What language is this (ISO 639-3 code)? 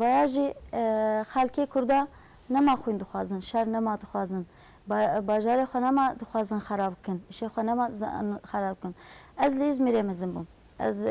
kur